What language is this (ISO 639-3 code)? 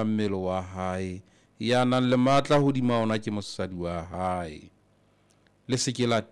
sot